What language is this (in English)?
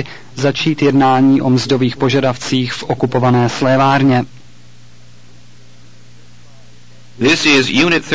Czech